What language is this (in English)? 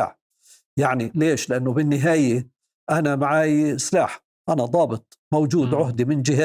North Levantine Arabic